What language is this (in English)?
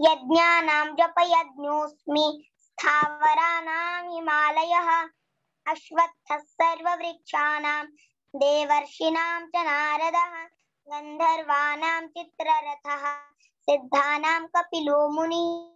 Sanskrit